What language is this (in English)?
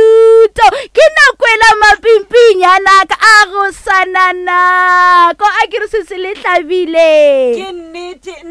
Northern Sotho